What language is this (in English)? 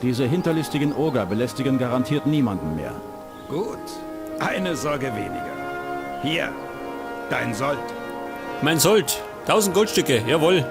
Bavarian